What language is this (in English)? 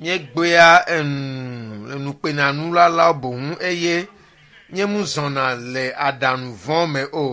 Ewe